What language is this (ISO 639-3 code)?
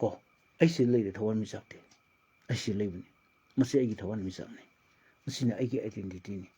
mni